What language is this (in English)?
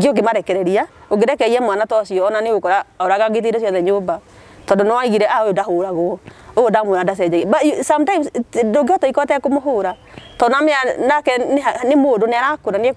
Kikuyu